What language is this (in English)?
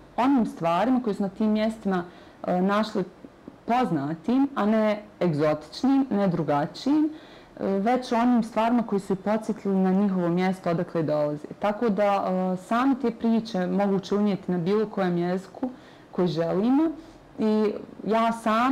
Bosnian